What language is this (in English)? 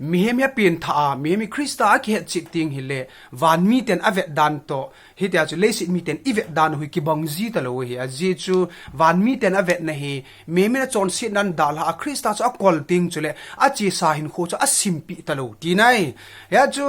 Thado Chin